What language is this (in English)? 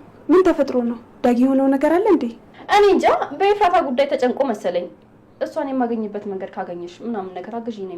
Amharic